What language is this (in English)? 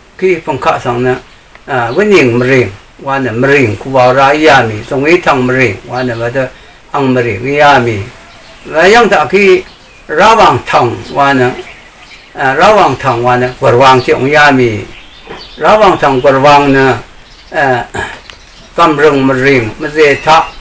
Rawang